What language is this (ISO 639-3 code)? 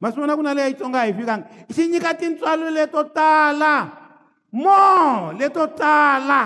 tso